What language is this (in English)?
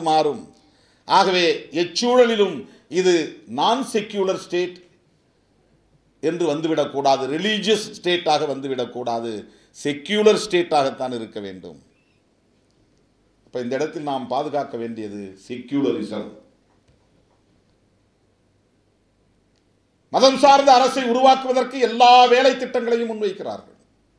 Tamil